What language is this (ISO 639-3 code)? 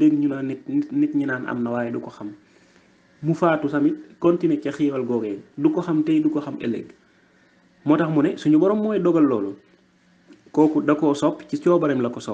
wol